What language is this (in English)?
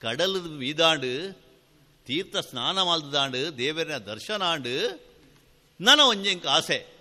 Tulu